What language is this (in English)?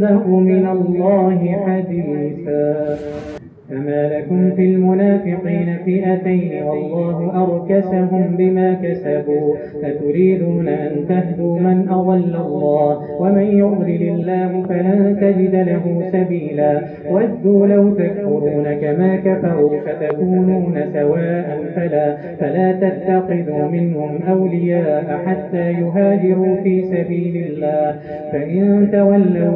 Arabic